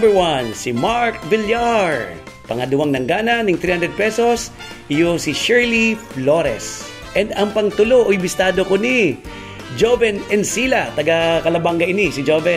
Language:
Bikol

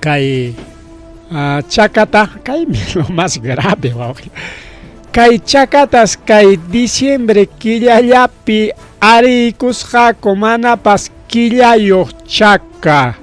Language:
Ayacucho Quechua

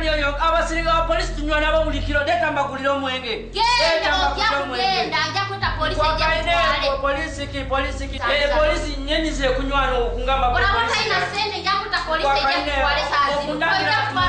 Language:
Nyoro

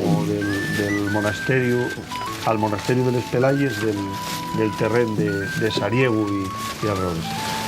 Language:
Asturian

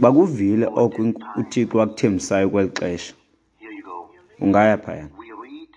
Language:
Xhosa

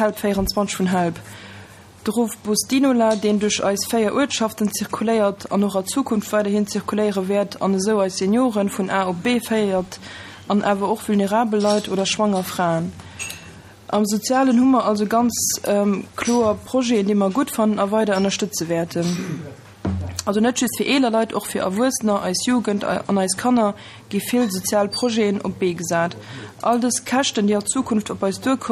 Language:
Luxembourgish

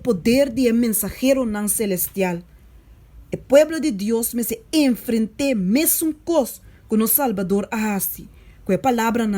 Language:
Papiamento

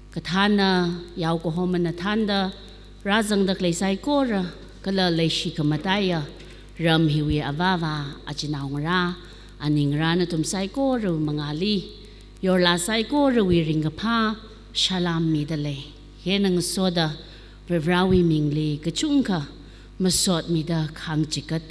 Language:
Tangkhul Naga (India)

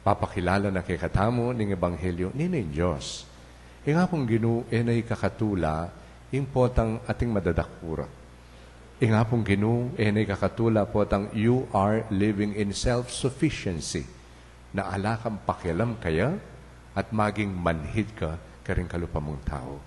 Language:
Pampanga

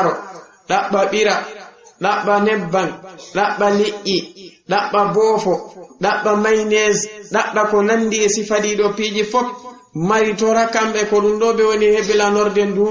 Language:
Fula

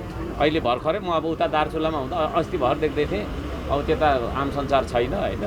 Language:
Nepali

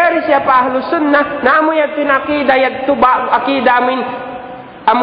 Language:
Tausug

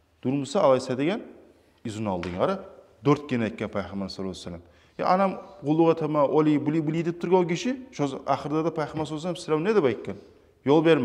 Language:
Kumyk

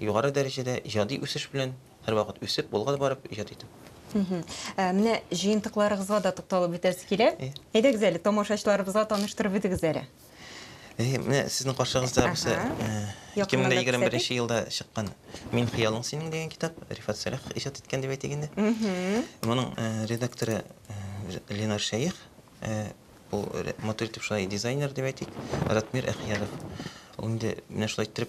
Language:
Tatar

